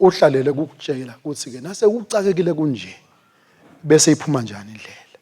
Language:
Swati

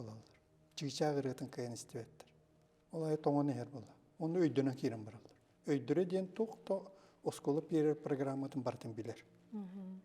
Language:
Yakut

